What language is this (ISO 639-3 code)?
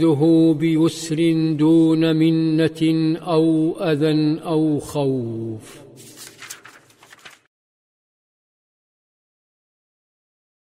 ara